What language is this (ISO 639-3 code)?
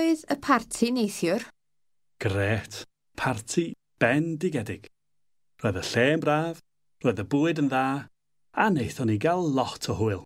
cym